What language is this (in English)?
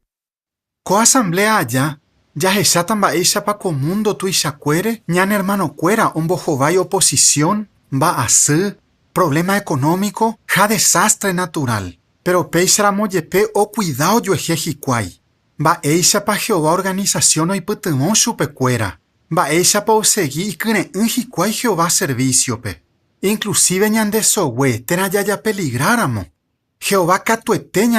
Guarani